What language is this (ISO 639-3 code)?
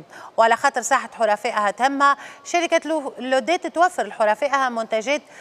aeb